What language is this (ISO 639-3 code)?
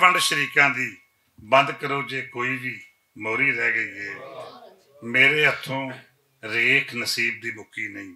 lah